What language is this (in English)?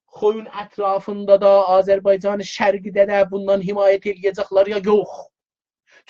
South Azerbaijani